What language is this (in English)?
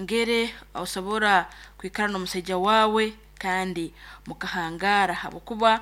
Nyankole